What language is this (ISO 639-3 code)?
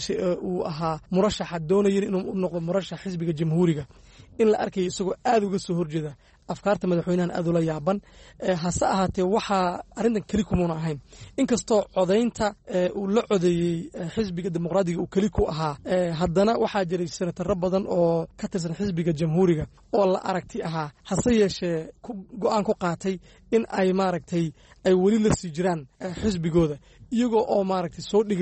som